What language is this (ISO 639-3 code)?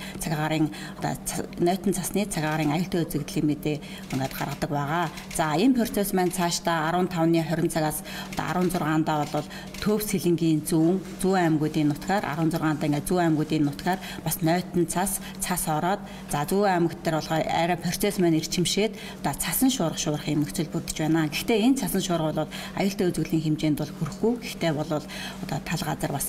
mon